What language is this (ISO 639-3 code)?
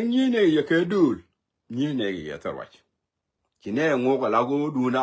nus